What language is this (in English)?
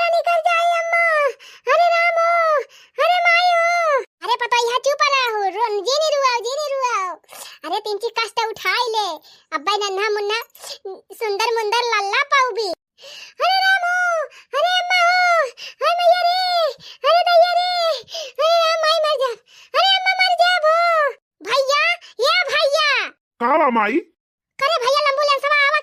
Awadhi